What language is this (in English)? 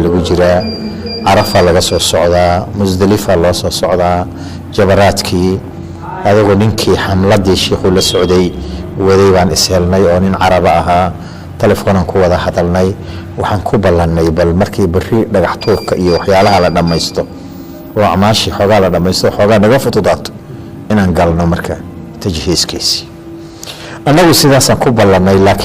Somali